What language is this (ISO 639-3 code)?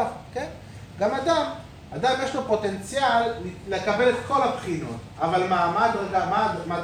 heb